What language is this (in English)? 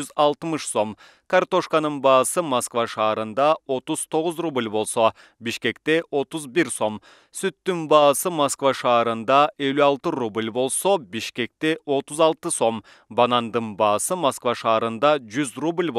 Kyrgyz